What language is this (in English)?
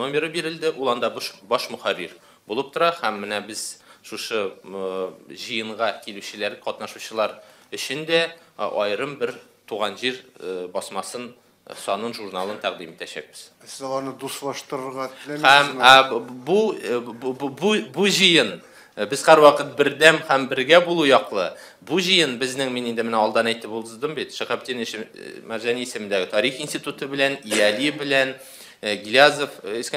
Tatar